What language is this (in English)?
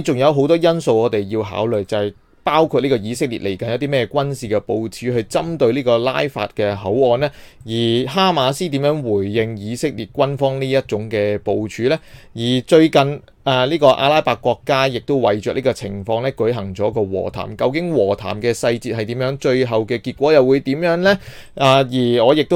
Cantonese